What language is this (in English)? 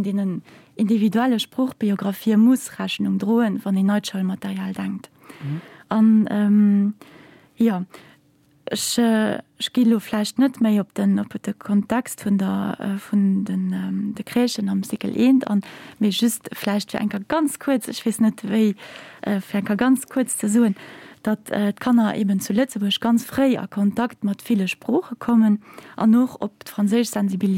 Luxembourgish